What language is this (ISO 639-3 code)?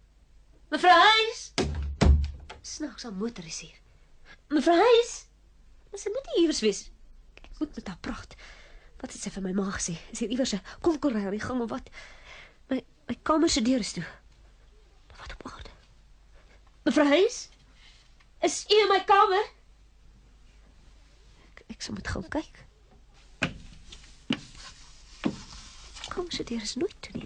afr